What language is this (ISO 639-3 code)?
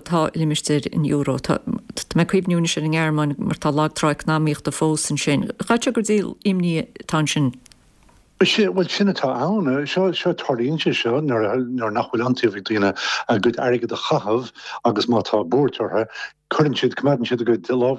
gle